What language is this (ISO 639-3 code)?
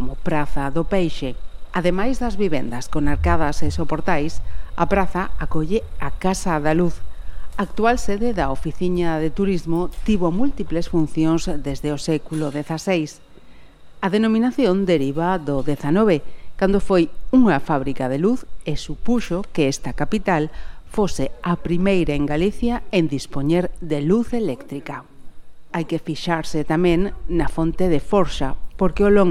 glg